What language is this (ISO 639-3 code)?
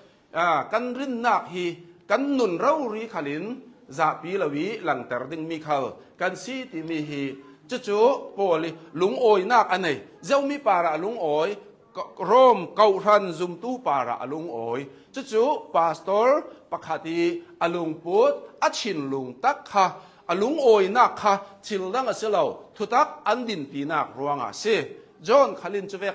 cnh